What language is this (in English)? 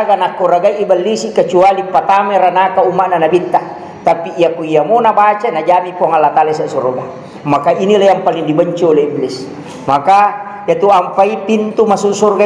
Buginese